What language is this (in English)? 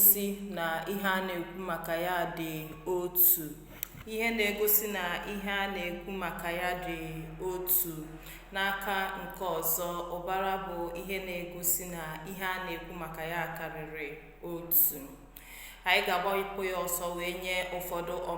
Igbo